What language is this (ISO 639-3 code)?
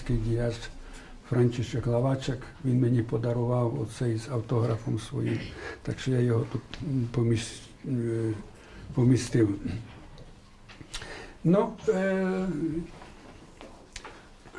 ukr